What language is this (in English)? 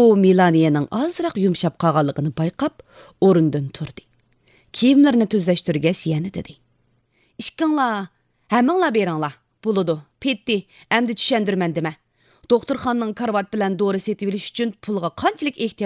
Uyghur